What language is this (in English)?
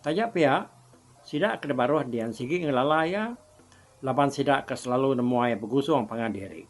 Iban